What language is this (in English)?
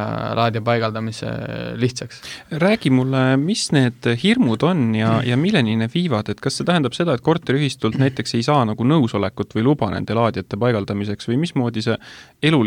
Estonian